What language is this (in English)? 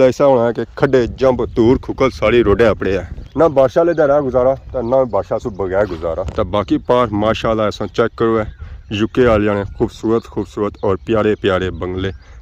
Pahari-Potwari